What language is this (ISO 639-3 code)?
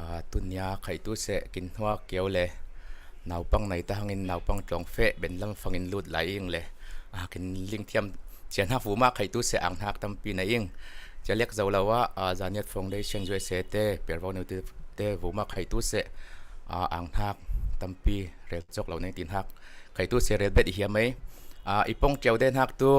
cfm